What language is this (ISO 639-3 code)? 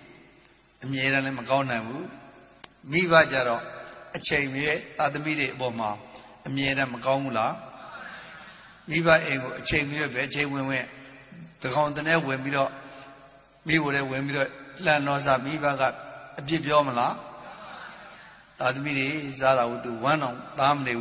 mya